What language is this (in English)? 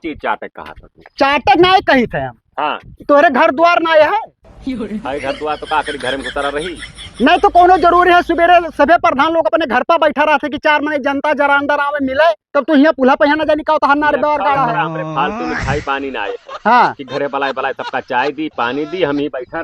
Awadhi